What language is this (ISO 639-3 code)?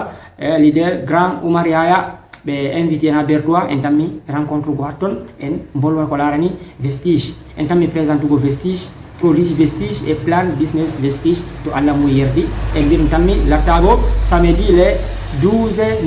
ful